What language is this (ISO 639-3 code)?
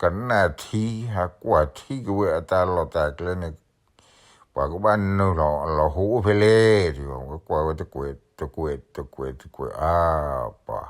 ksw